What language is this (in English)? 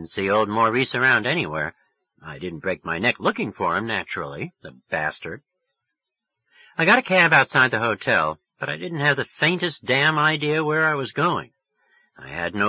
English